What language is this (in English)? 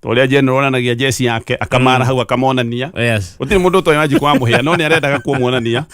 Kikuyu